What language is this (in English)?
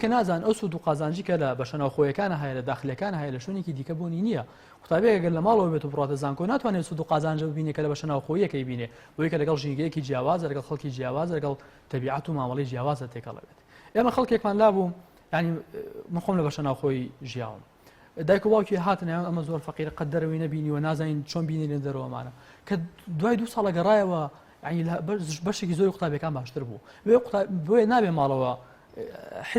Central Kurdish